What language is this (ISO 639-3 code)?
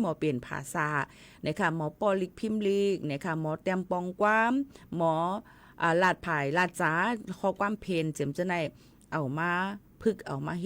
shn